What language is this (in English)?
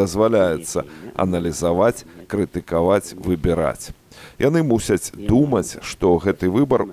Belarusian